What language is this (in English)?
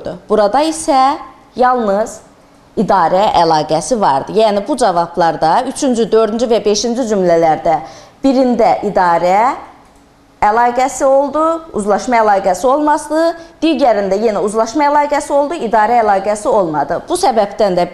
Azerbaijani